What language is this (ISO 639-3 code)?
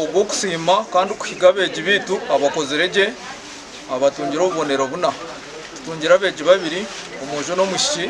nyn